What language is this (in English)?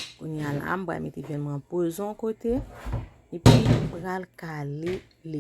Haitian Creole